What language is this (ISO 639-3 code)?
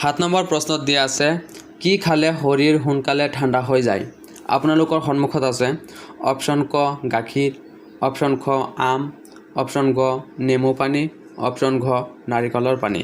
asm